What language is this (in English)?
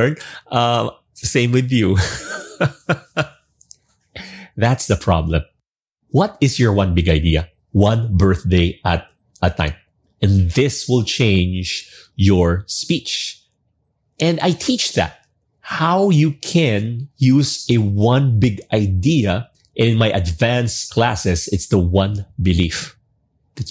English